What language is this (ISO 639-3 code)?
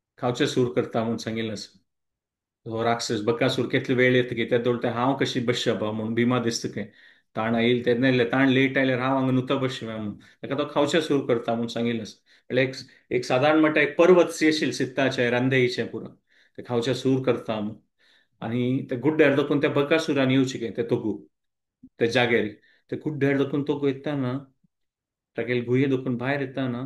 kok